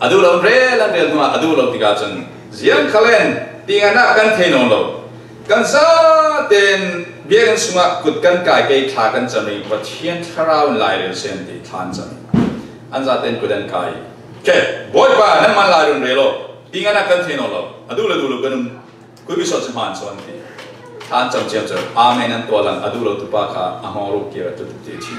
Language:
Falam Chin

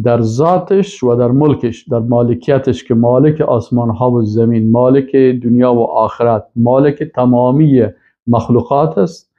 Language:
Persian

